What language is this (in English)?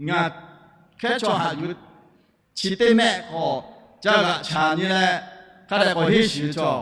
Lahu